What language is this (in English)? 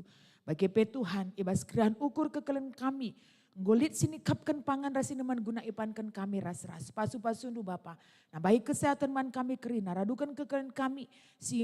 Batak Karo